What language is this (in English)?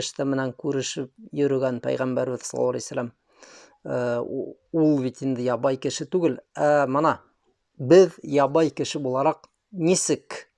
Bashkir